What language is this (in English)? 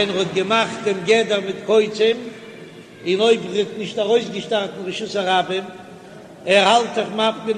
Yiddish